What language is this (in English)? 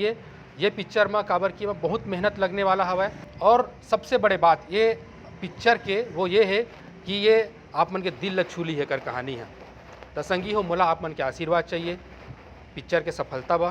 Chhattisgarhi